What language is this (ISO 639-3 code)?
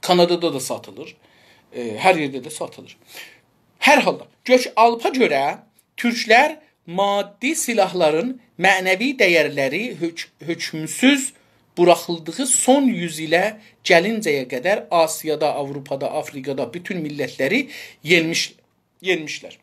azb